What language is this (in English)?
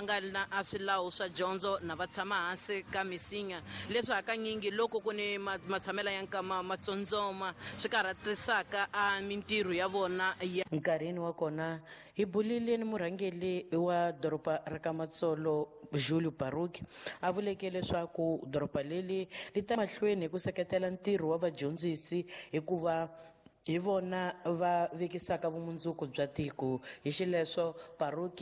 Tsonga